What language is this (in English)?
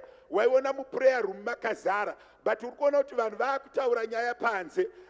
Shona